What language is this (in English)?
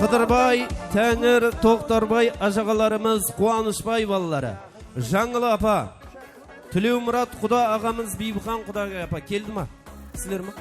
Kara-Kalpak